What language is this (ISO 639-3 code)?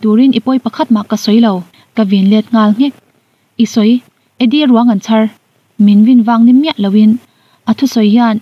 lus